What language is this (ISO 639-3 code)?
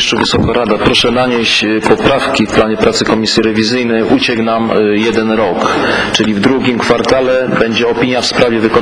pol